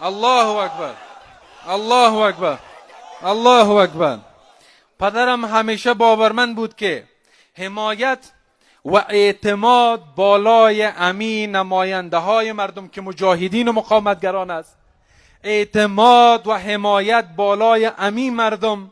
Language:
Persian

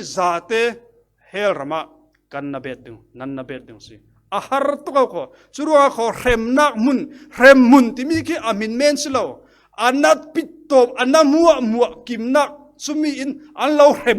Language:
Falam Chin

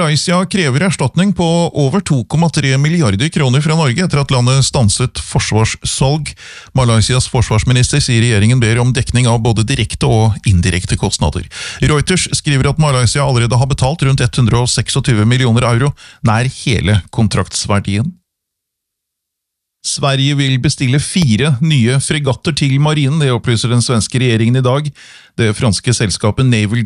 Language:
Norwegian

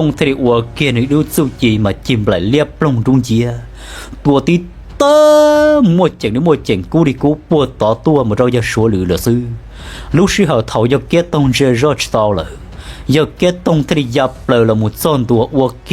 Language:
Hmong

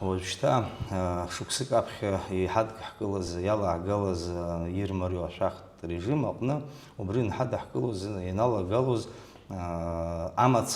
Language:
Abkhazian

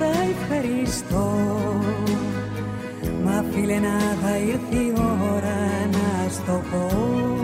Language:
Greek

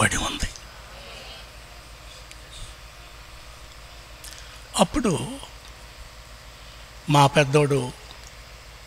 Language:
Telugu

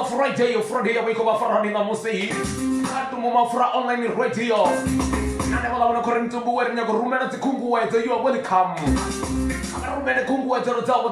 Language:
Venda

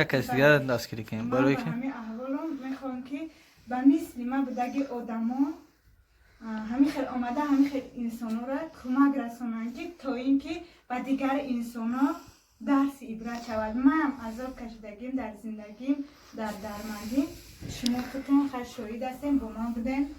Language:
Tajik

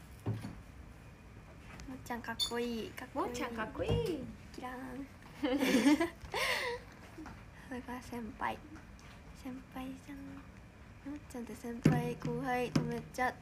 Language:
Japanese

